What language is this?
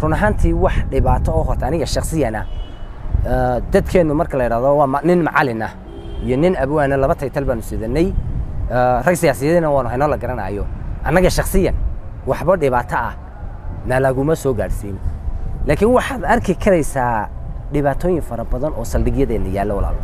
Somali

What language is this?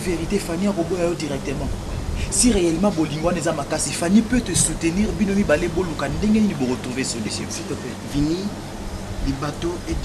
Lingala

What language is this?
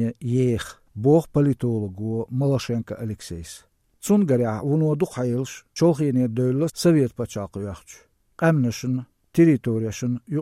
Chechen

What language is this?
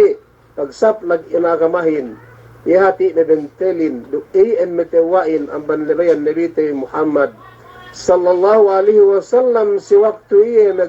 Yakan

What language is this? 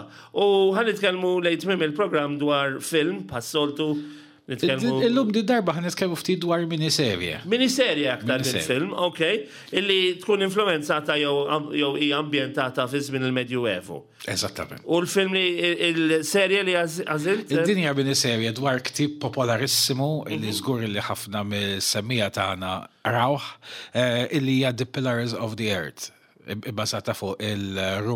Maltese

